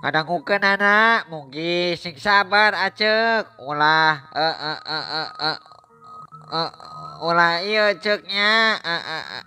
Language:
Sundanese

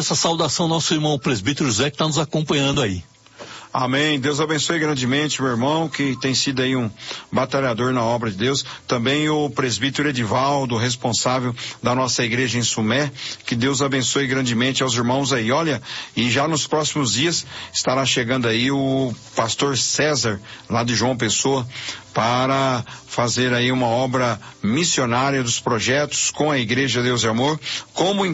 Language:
Portuguese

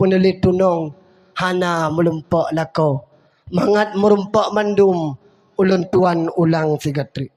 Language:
Achinese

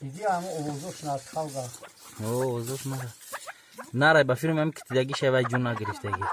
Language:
Tajik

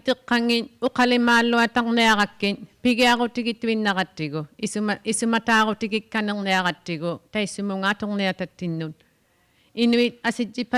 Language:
Inuktitut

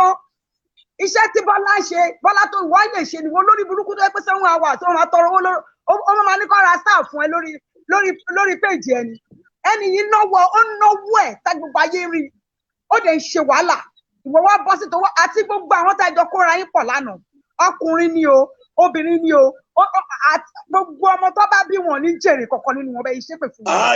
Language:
Yoruba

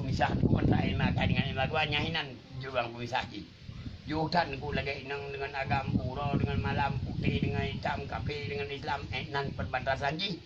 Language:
Achinese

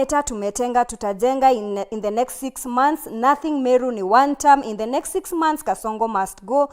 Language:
Meru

